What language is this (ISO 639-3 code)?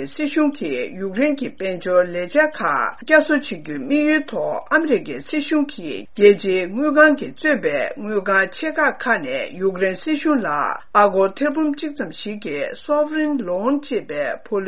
bod